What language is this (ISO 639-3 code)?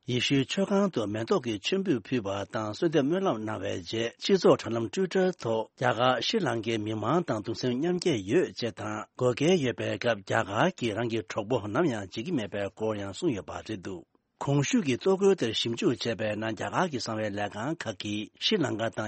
bod